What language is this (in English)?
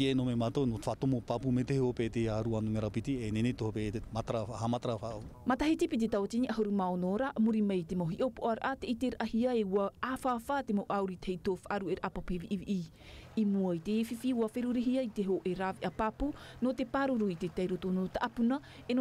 Tahitian